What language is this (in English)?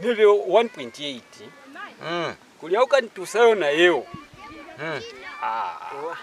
Lozi